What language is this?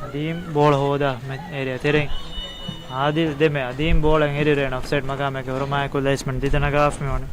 Divehi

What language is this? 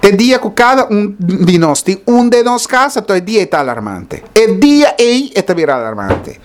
Papiamento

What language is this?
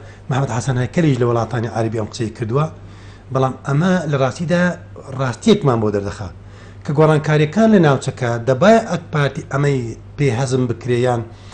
Central Kurdish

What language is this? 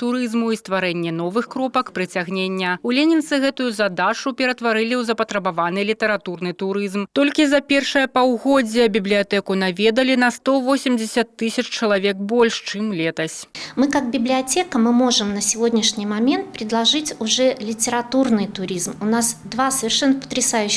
Belarusian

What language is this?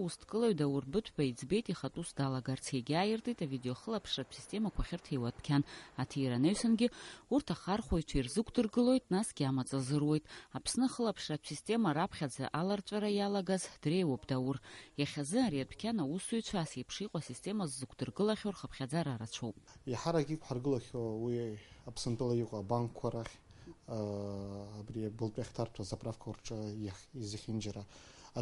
Abkhazian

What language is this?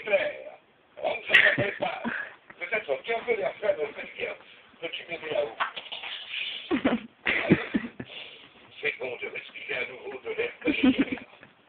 French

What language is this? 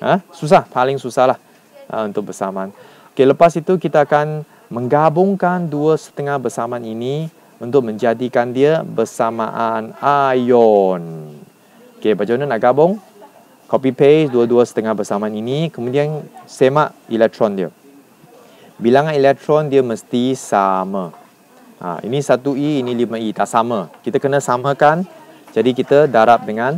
Malay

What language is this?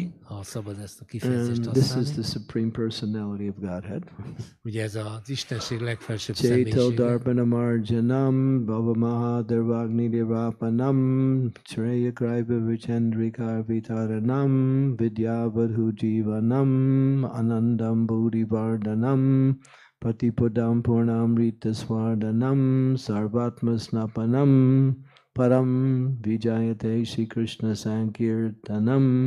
Hungarian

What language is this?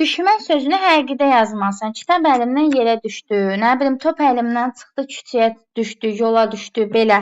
Azerbaijani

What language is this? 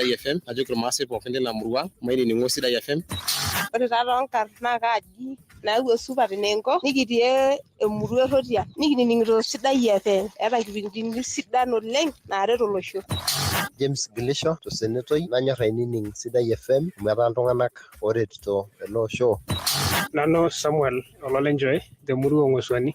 Masai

